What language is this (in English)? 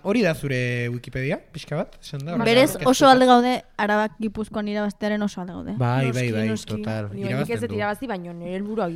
Basque